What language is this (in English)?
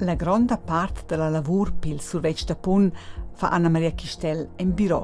Romansh